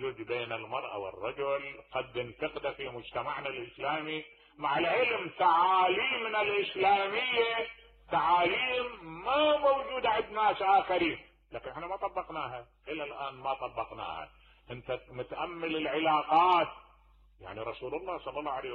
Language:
Mesopotamian Arabic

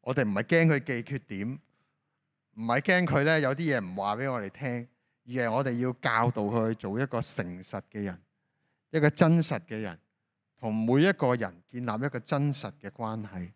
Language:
Cantonese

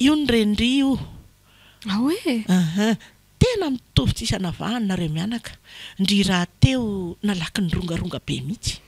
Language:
Malagasy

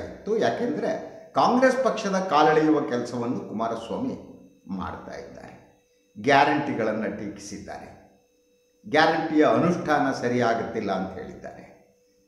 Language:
Kannada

